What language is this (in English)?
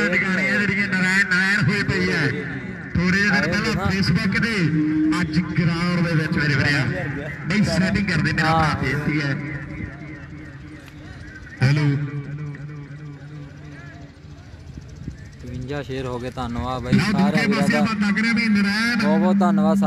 Punjabi